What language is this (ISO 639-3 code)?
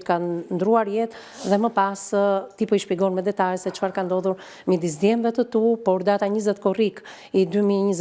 sqi